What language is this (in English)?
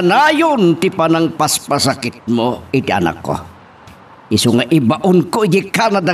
Iloko